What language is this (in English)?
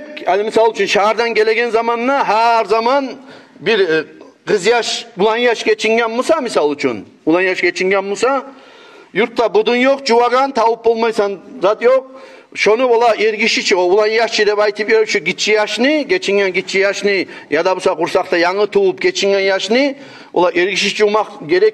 Kumyk